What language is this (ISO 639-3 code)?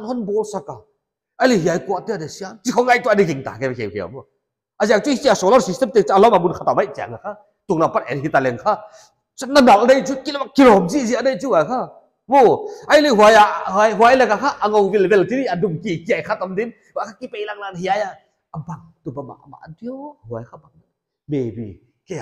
pck